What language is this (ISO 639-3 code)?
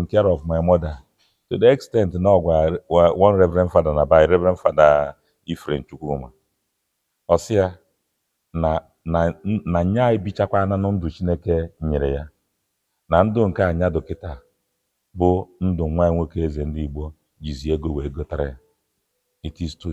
ibo